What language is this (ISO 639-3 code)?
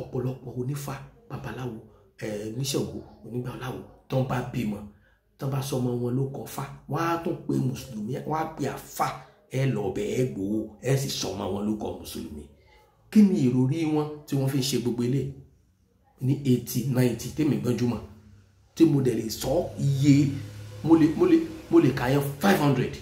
yor